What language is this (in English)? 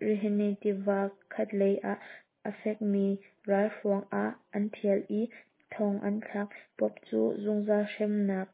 Hakha Chin